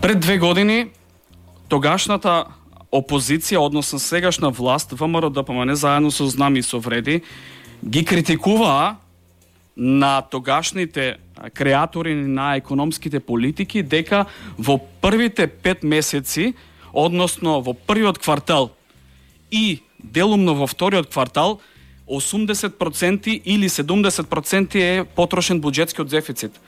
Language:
Macedonian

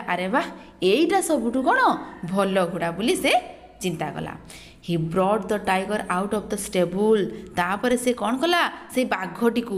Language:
Odia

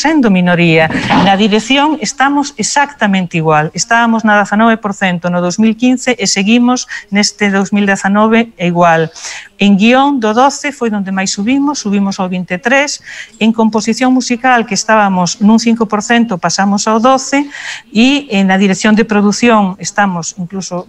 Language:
Galician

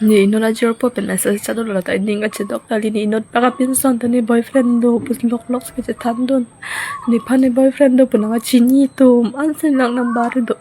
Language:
Karbi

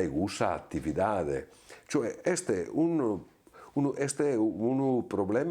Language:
Sardinian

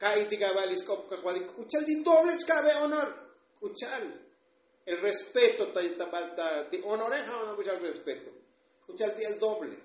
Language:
Tzotzil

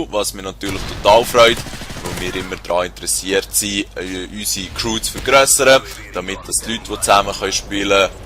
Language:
Swiss German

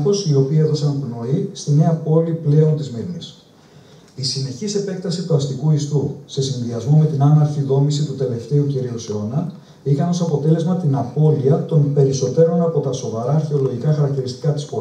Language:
Greek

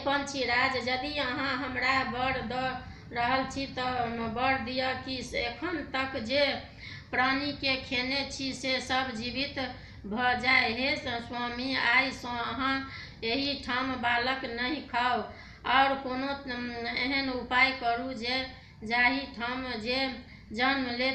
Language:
Maithili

